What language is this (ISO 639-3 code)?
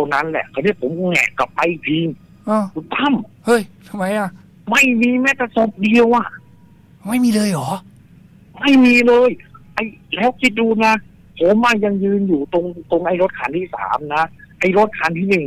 tha